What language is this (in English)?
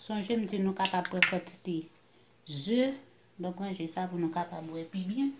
Haitian Creole